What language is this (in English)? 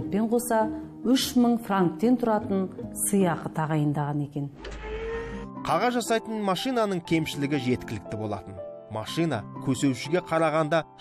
Kazakh